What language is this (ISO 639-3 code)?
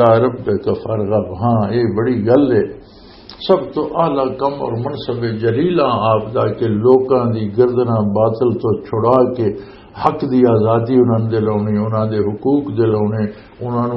lah